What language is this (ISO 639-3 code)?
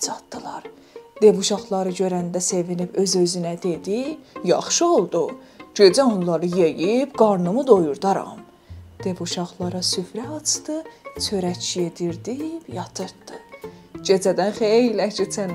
azb